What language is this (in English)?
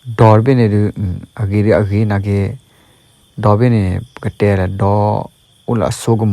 S'gaw Karen